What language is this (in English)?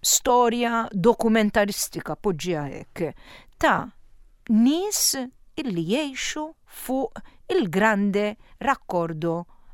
Maltese